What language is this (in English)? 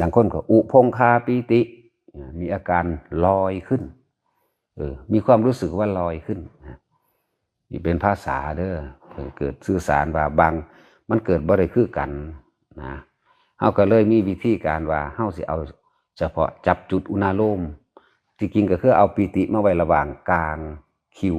Northeastern Thai